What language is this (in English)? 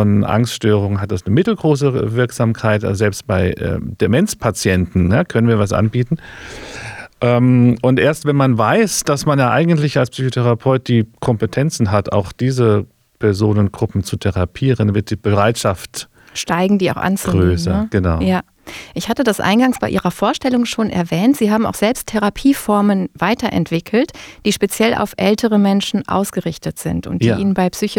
German